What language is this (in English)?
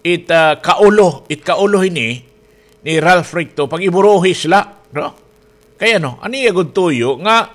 Waray